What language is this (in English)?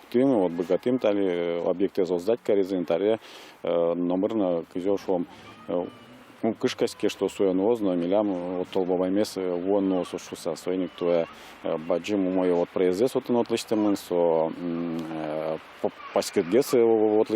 Udmurt